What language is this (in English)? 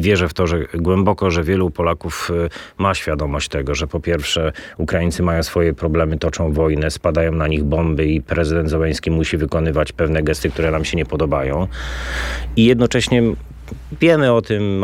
Polish